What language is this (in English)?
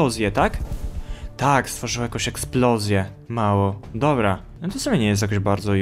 Polish